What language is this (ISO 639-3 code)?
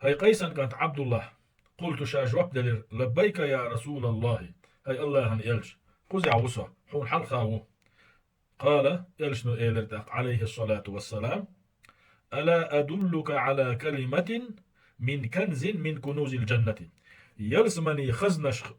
che